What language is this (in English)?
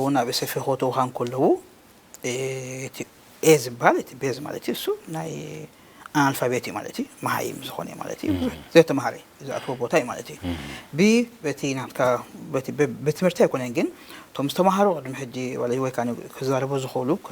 Tigrinya